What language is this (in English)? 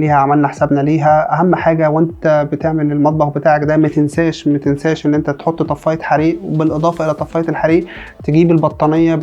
Egyptian Arabic